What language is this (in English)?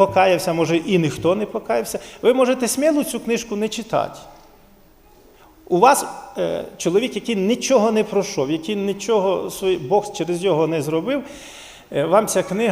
Ukrainian